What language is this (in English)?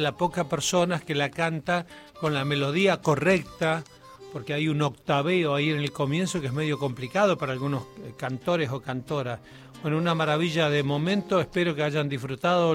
Spanish